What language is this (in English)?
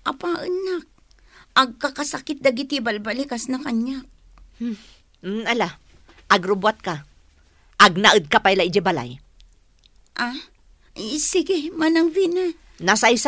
Iloko